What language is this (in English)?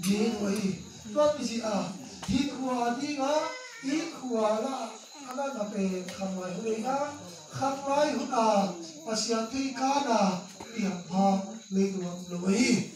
Tedim Chin